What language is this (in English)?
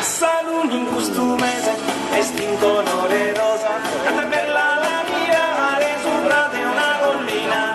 Sardinian